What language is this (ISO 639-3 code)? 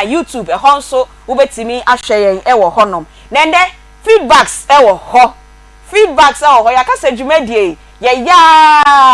aka